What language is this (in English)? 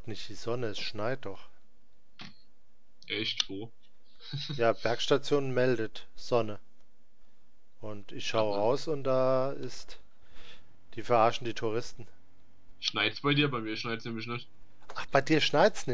German